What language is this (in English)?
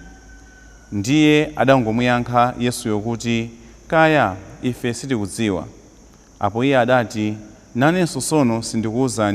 Nyanja